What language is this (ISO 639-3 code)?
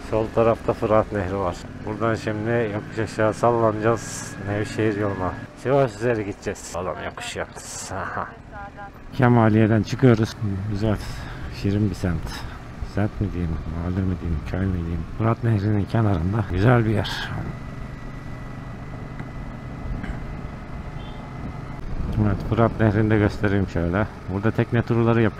tur